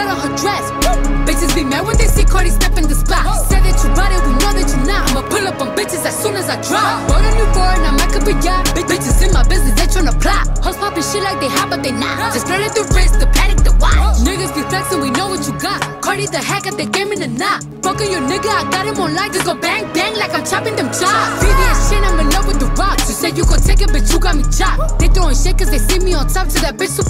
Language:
English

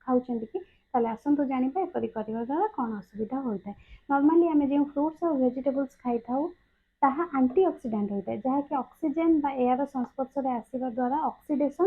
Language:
Odia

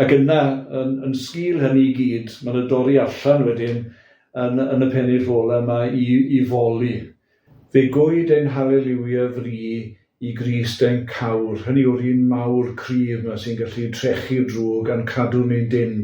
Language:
Welsh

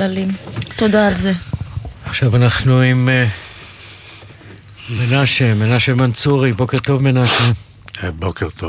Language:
Hebrew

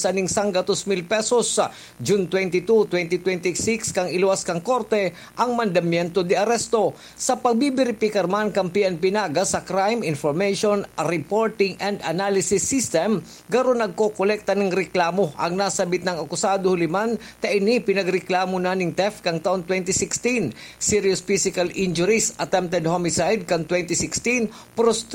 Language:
Bikol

